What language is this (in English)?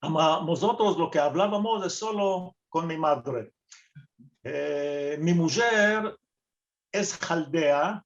Ladino